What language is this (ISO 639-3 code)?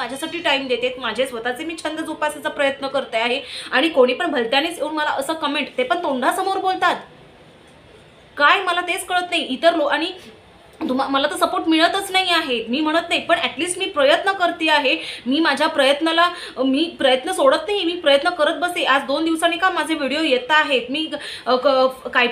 mar